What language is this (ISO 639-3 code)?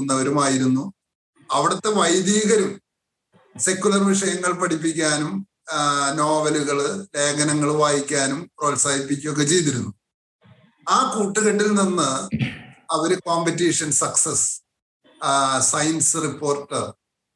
mal